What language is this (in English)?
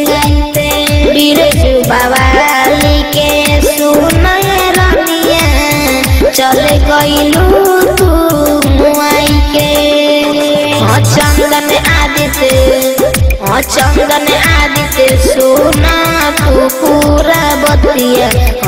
Bhojpuri